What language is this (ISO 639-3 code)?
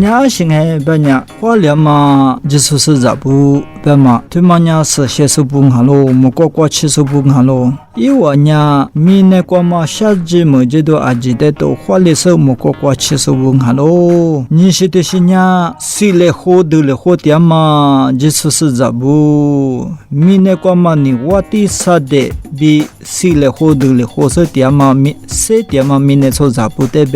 lis